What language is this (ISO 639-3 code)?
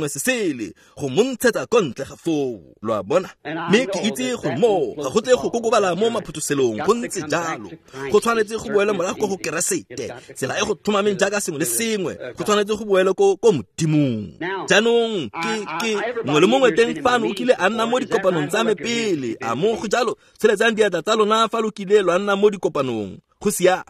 tsn